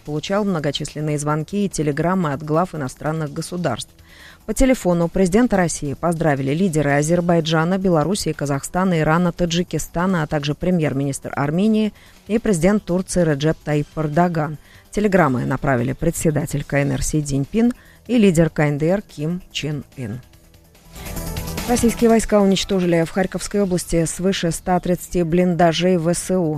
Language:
Russian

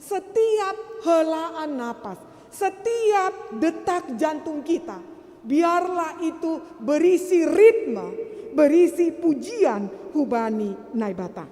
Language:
Batak Simalungun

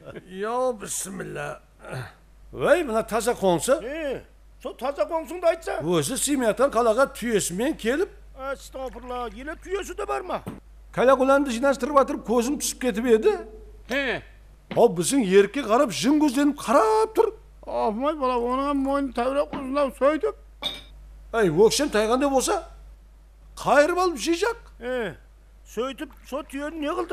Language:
Kara-Kalpak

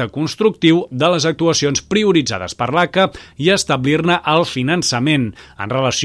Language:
Catalan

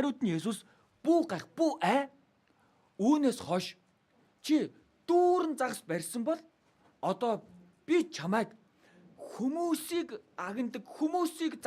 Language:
Mongolian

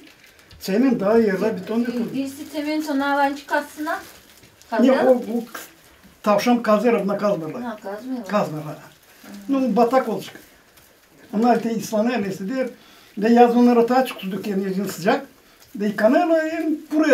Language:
Gagauz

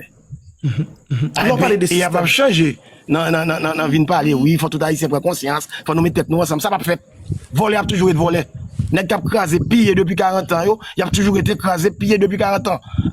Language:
Haitian Creole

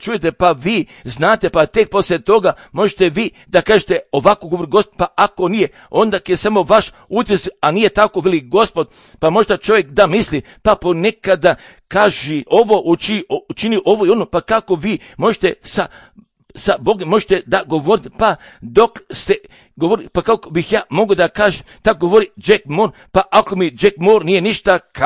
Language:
Serbian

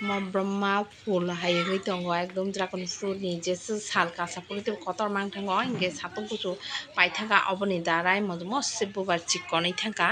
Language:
Kok Borok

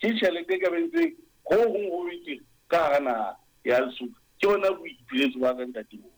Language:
Southern Sotho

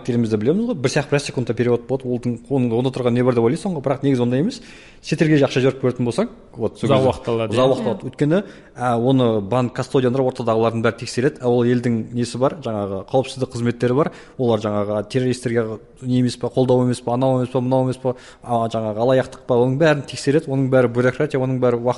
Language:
Kazakh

